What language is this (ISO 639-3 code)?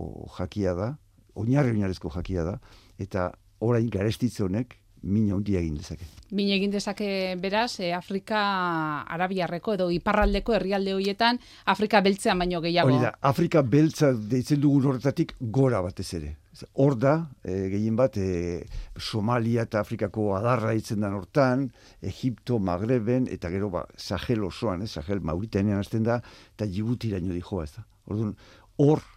eus